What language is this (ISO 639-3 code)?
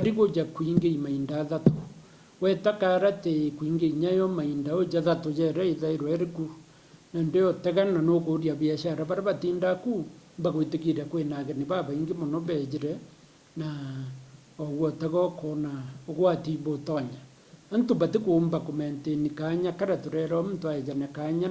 mer